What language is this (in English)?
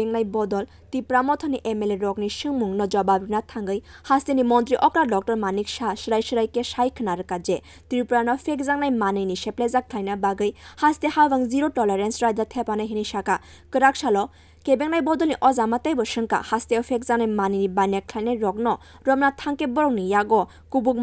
Kok Borok